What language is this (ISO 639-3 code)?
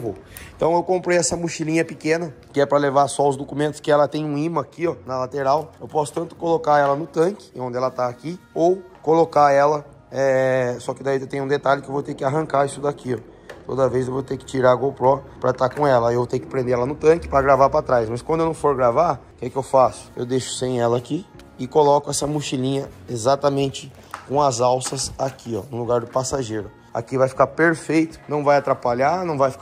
por